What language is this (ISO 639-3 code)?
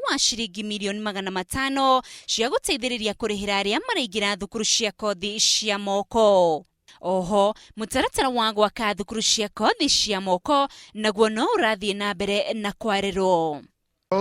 kik